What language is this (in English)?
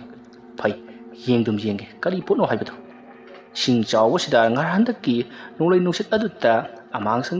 Manipuri